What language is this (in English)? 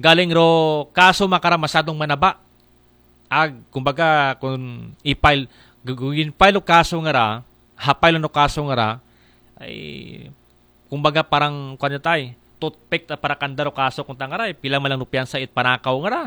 Aklanon